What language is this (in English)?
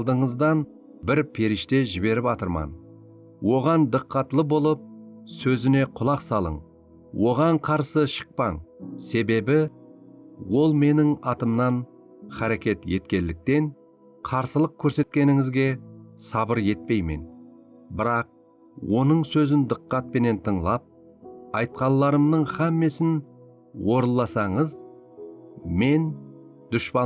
Kara-Kalpak